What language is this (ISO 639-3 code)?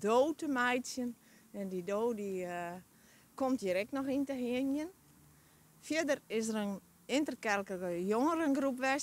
fry